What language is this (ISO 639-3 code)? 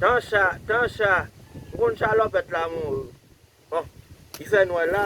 hat